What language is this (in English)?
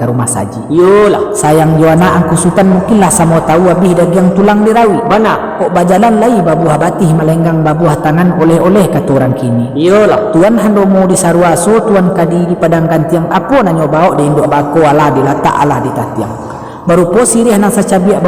Minangkabau